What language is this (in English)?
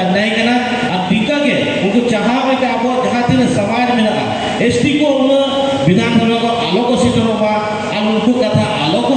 Santali